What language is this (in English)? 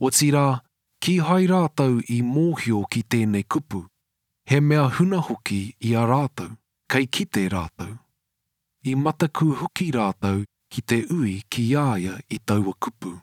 Māori